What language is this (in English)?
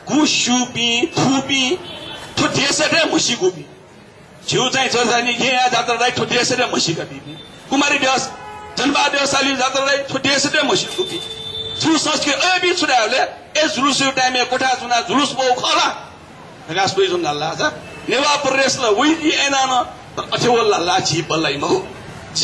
Newari